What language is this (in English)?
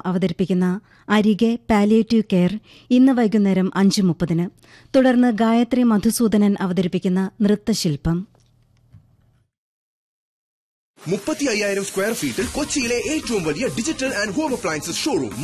Malayalam